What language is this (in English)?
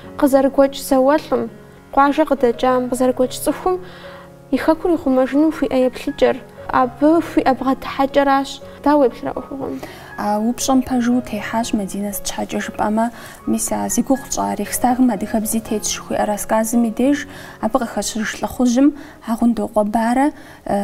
Kabardian